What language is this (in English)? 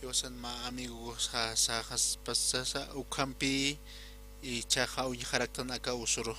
Aymara